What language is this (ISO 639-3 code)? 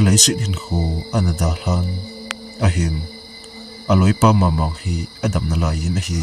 tcz